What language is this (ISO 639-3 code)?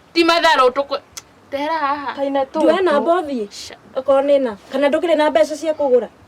kik